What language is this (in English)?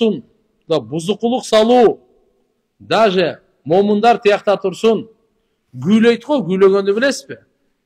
Kyrgyz